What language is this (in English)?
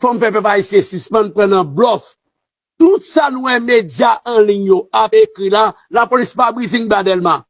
Haitian Creole